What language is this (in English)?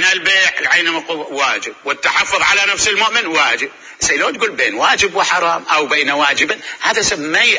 Mesopotamian Arabic